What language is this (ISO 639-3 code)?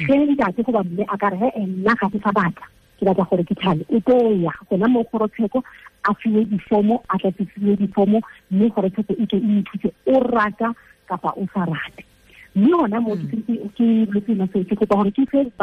tsn